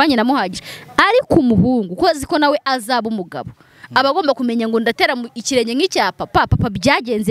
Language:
Kinyarwanda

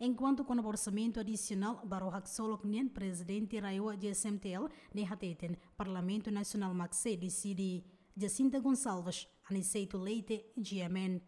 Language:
Tetum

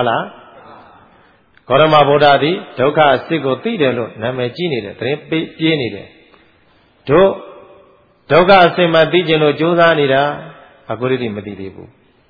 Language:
Burmese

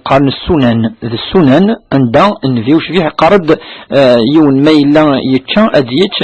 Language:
Kabyle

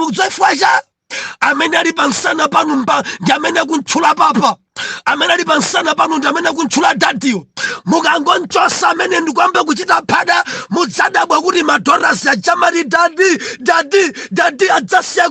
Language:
Nyanja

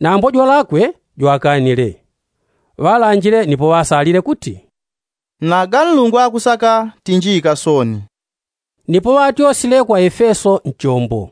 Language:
Yao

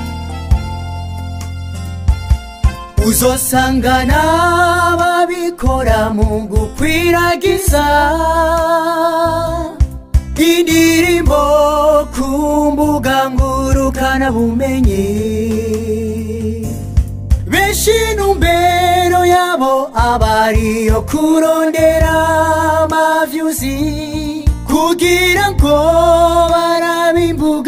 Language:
Rundi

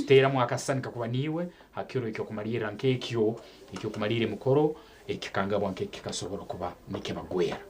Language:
Nyankole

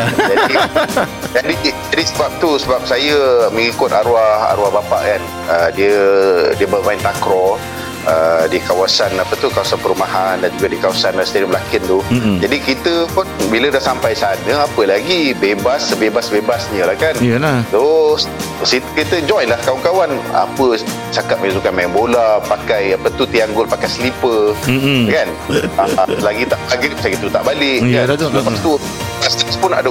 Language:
Malay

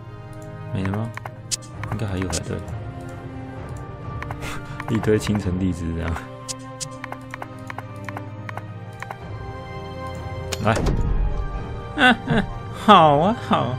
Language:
Chinese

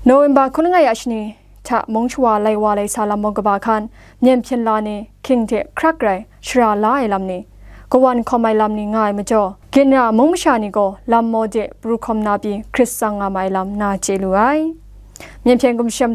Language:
Kachin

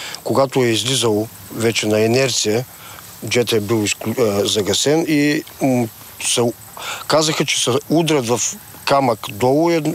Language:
Bulgarian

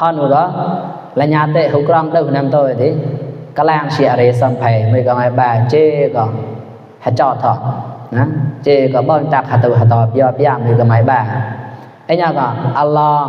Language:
Mon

